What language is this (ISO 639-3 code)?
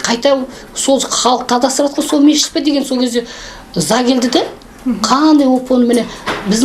kaz